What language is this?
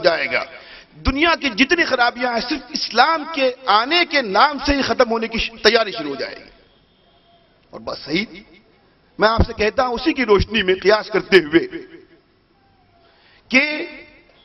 Urdu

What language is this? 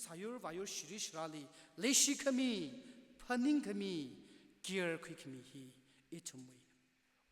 Tangkhul Naga (India)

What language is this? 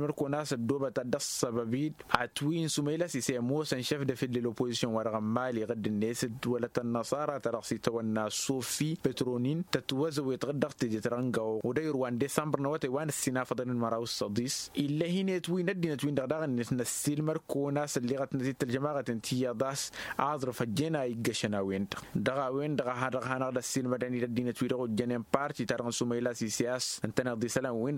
Tamasheq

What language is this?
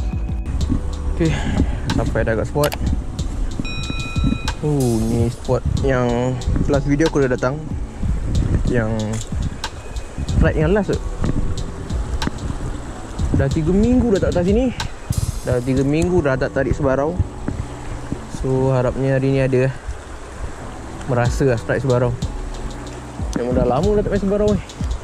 Malay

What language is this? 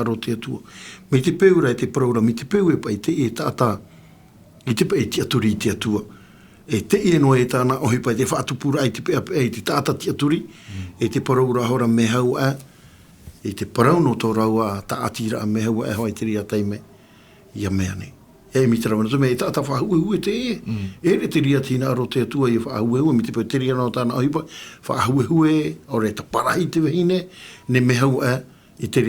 Tahitian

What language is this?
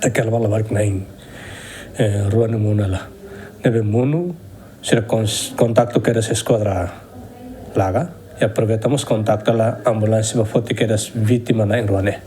Tetum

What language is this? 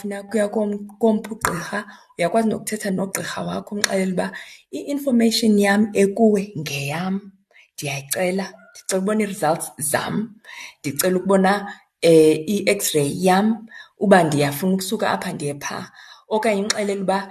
Xhosa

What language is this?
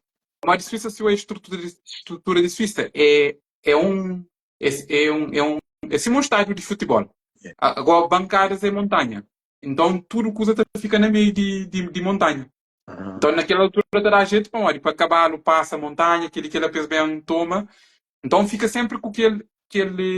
Kabuverdianu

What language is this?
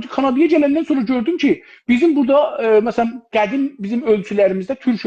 South Azerbaijani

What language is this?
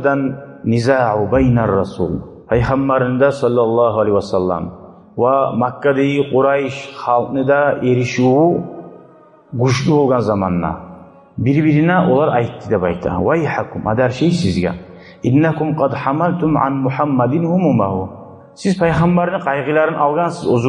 Kumyk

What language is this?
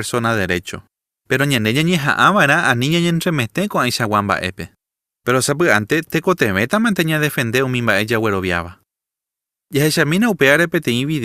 Guarani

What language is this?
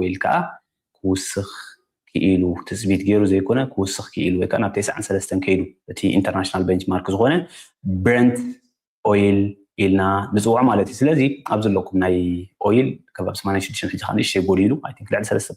Tigrinya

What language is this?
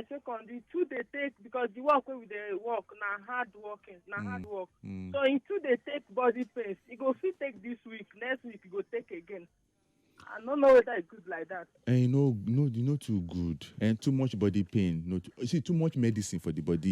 Nigerian Pidgin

